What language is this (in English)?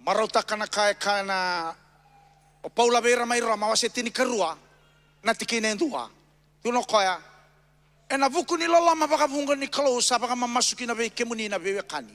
Fijian